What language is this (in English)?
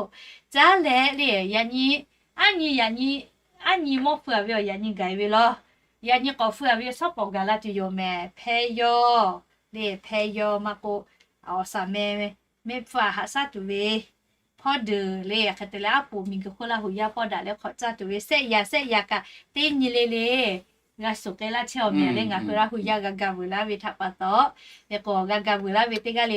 Lahu